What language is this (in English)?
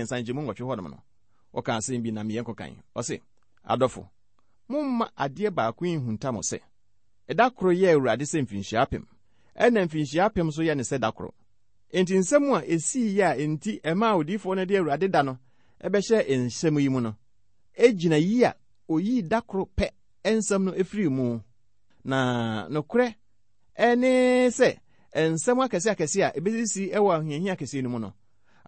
Akan